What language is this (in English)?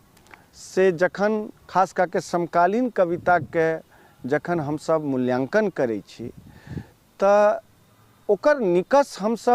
Maithili